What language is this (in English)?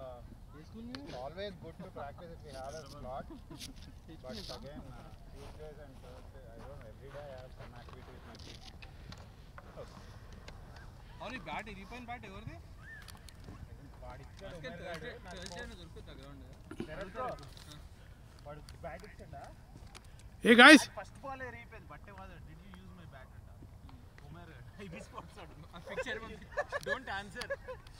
Telugu